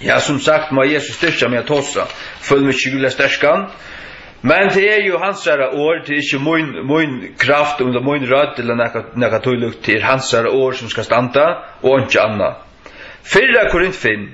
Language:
Faroese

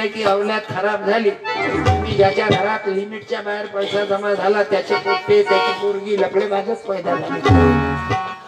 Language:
Marathi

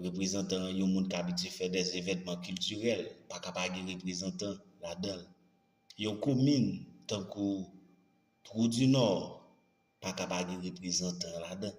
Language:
Haitian Creole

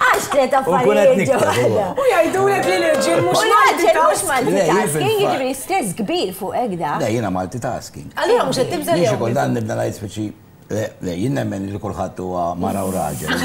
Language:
Maltese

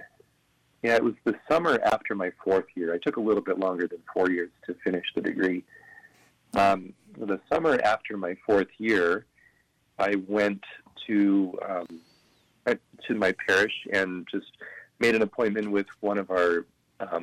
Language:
English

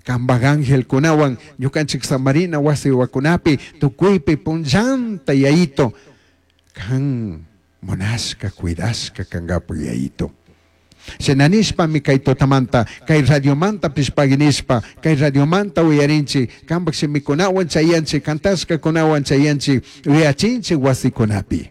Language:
Chimborazo Highland Quichua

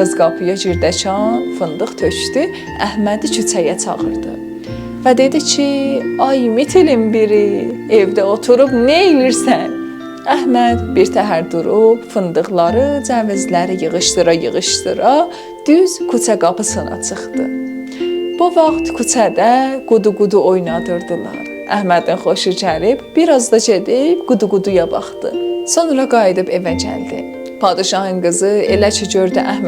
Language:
South Azerbaijani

